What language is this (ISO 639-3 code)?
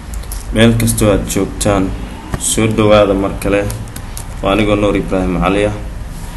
som